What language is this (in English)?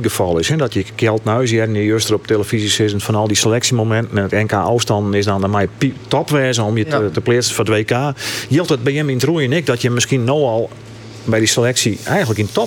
Western Frisian